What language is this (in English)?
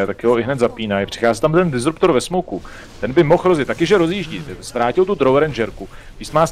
Czech